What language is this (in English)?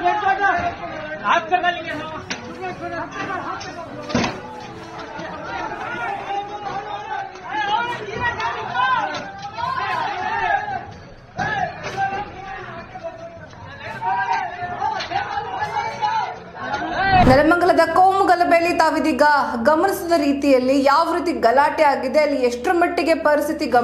Kannada